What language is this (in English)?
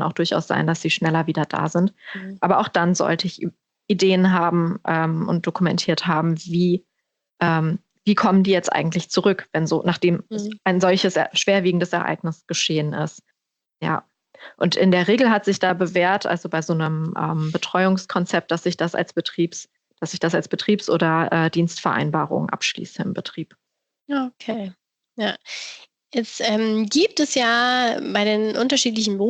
German